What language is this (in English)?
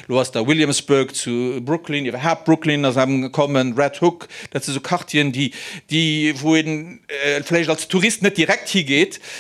Luxembourgish